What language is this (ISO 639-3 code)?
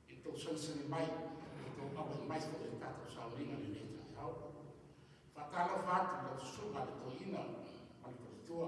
smo